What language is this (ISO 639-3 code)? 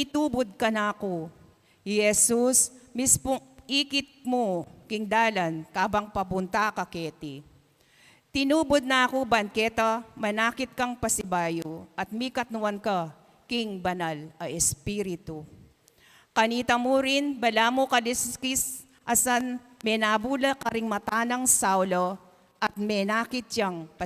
pam